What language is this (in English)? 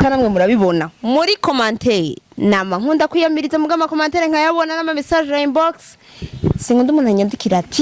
Rundi